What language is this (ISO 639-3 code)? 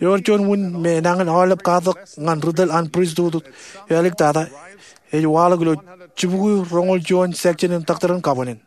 mah